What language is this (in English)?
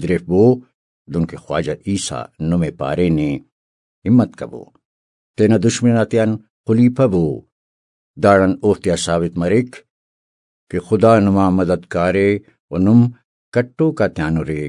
Brahui